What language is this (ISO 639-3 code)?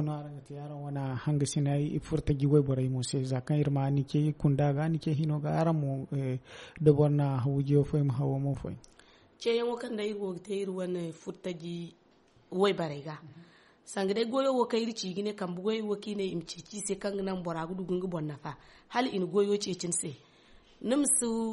dje